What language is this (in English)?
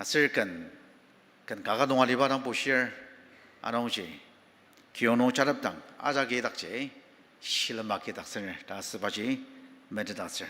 Ao Naga